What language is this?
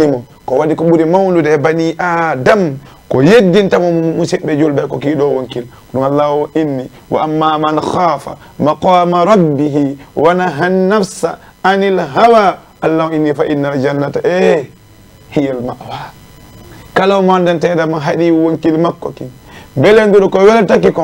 Fula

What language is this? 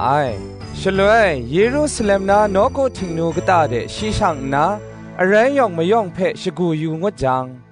Kachin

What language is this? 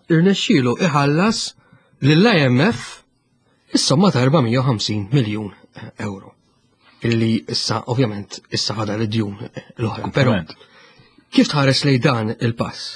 Maltese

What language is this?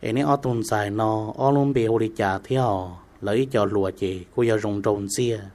Hmong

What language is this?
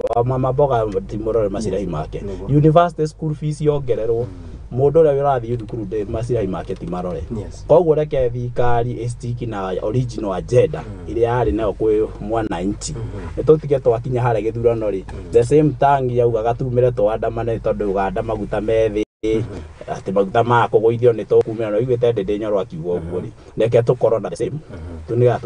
Kikuyu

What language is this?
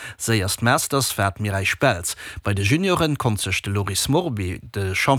Luxembourgish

